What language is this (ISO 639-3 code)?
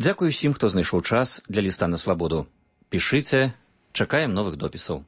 bel